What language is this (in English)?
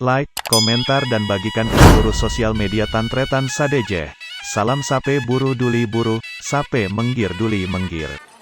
Madurese